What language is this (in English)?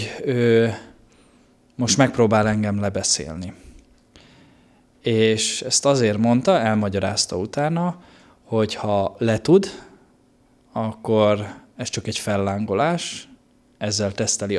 Hungarian